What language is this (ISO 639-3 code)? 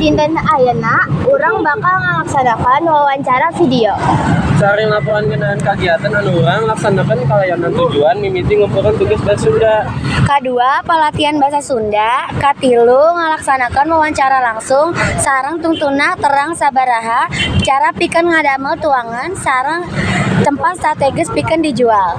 sun